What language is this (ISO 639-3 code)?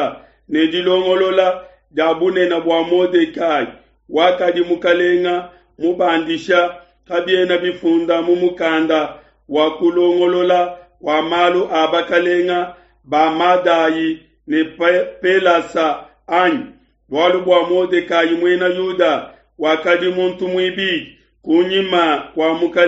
lua